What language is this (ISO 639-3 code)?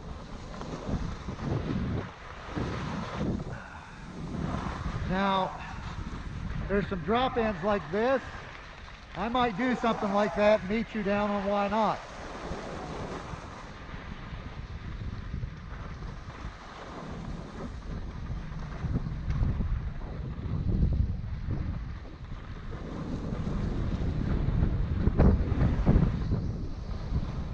eng